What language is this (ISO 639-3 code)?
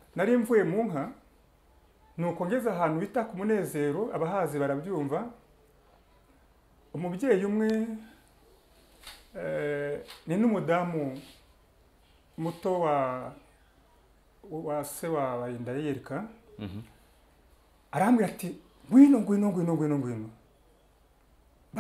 kin